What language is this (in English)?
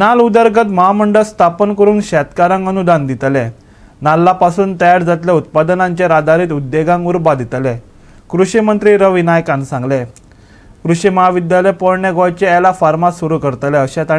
Konkani